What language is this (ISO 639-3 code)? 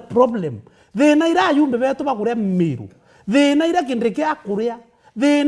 mer